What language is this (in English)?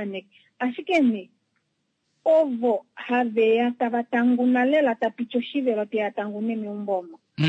Kuanyama